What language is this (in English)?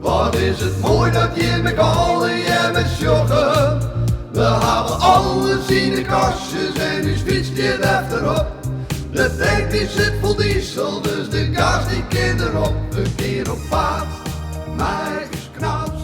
Western Frisian